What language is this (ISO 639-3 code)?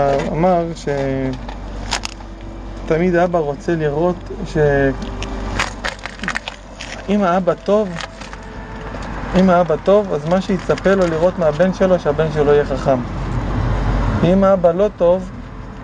heb